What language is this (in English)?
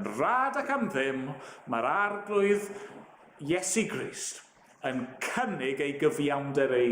Welsh